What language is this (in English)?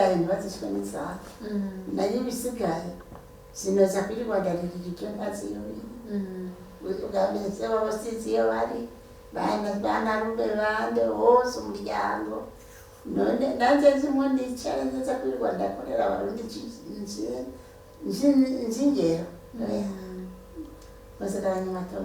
Rundi